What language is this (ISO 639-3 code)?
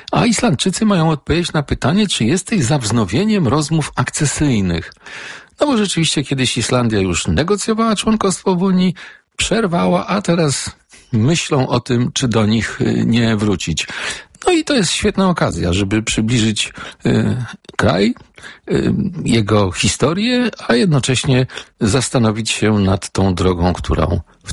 pol